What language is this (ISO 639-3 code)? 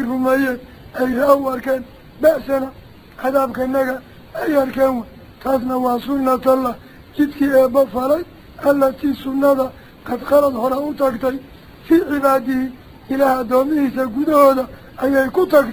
som